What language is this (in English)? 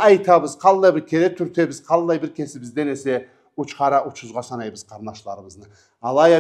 Karachay-Balkar